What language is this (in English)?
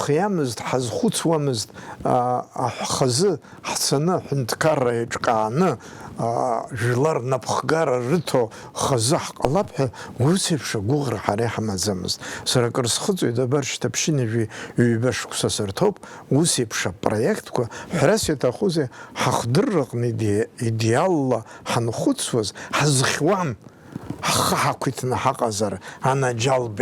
Abkhazian